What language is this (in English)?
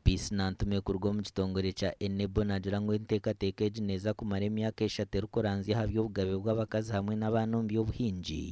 Nyankole